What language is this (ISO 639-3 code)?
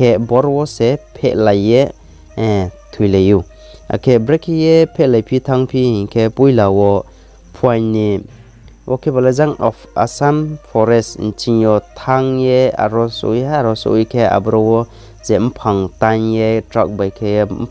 ria